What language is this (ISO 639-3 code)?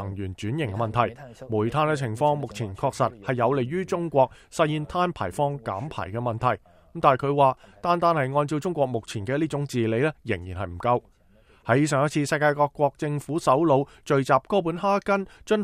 yue